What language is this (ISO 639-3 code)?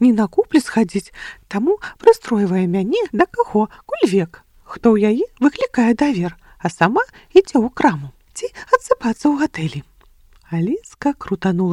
bel